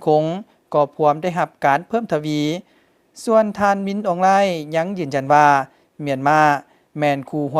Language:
Lao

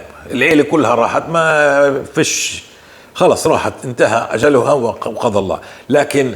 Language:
North Levantine Arabic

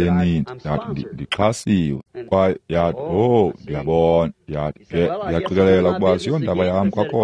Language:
Xhosa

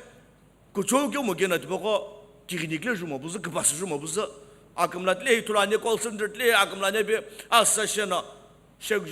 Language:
Sumi Naga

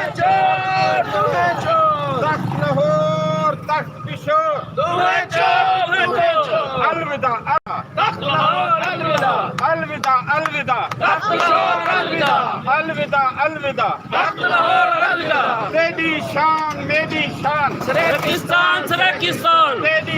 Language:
Saraiki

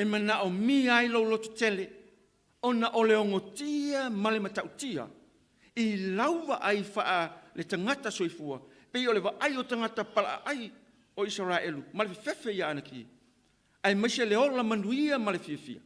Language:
Samoan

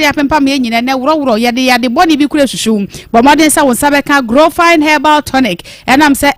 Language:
Akan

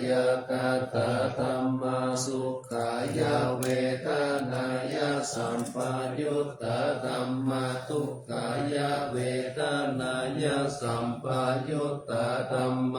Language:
Pali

